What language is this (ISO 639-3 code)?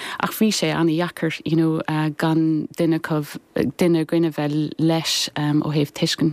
gle